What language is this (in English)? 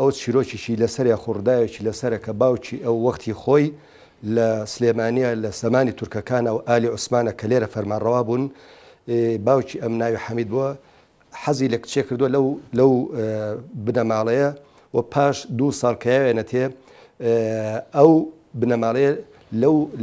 Central Kurdish